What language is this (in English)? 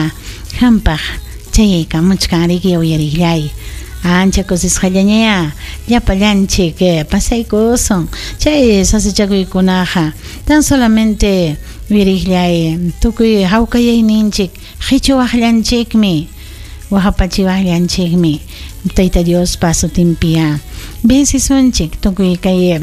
Ayacucho Quechua